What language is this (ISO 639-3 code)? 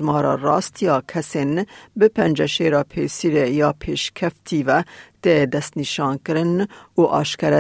kur